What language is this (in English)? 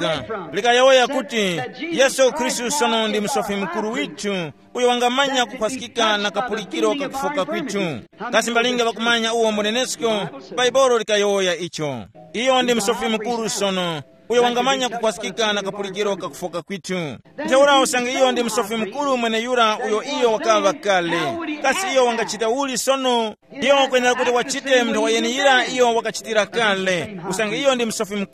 Tumbuka